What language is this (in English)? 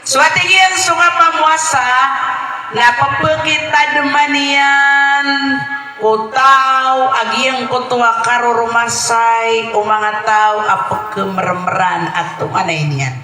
Maranao